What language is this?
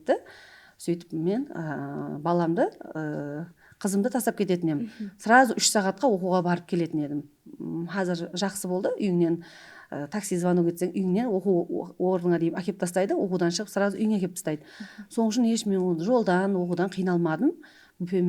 Kara-Kalpak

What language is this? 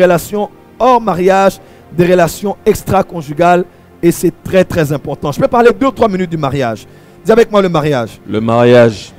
French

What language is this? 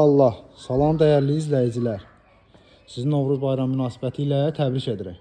Azerbaijani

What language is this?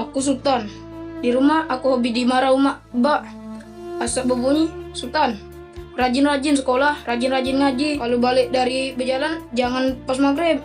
Musi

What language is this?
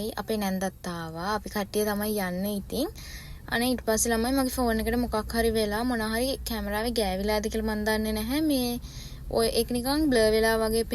Sinhala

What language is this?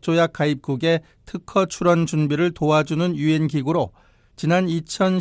Korean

